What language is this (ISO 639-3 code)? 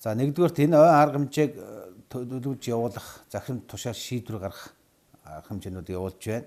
mon